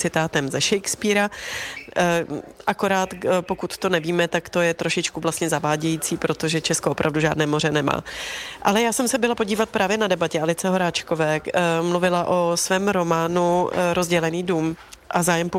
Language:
Czech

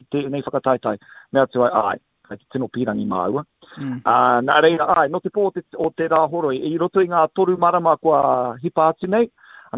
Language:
Māori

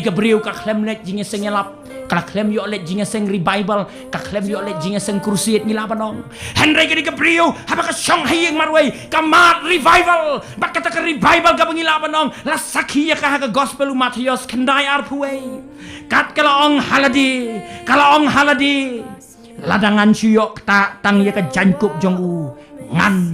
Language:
Khasi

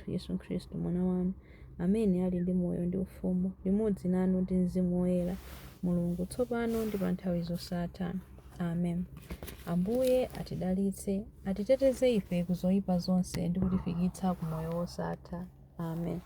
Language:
Nyanja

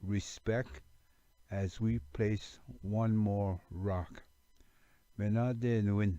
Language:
Ojibwa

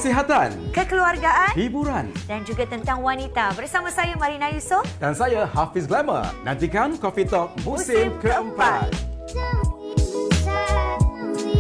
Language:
Malay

